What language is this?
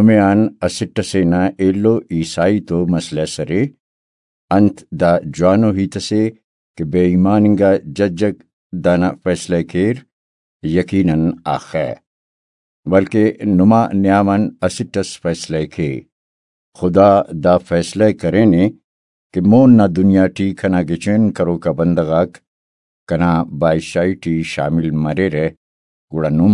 Brahui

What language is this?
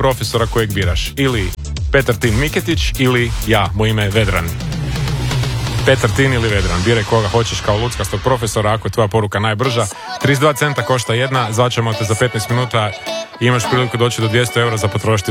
Croatian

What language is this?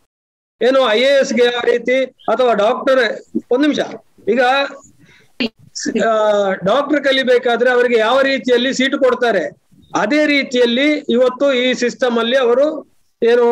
Kannada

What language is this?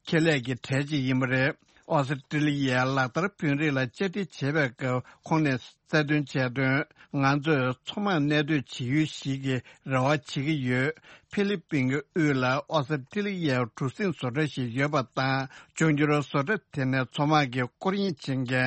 Tibetan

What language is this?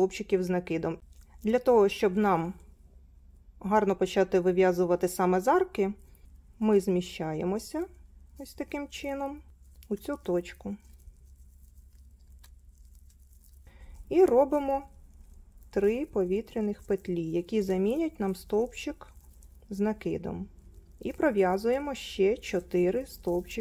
Ukrainian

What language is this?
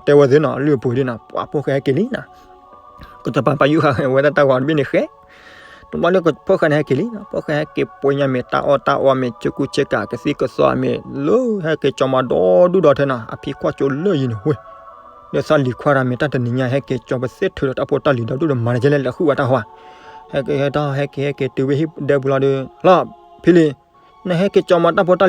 S'gaw Karen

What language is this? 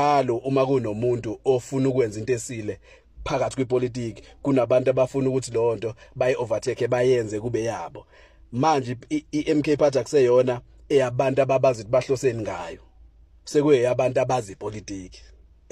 Zulu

